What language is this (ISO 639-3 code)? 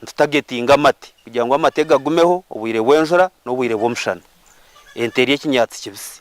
nyn